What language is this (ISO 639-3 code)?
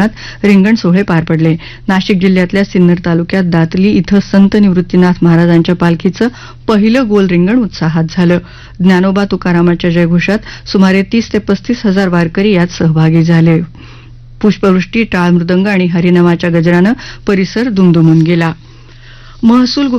mar